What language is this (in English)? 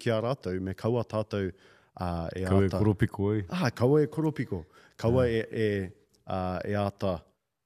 Māori